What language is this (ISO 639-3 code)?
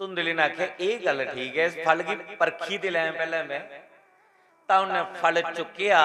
doi